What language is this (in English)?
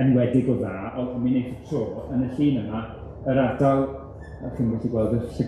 Welsh